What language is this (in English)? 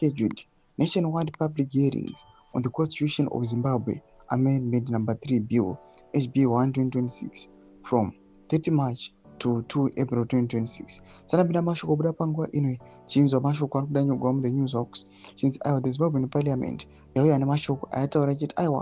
Shona